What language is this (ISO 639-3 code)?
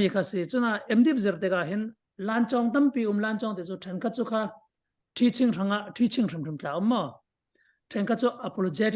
cfm